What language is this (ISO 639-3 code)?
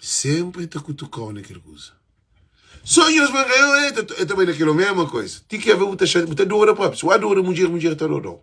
kea